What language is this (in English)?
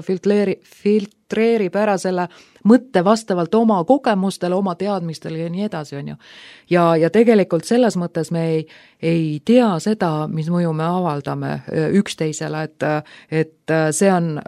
Estonian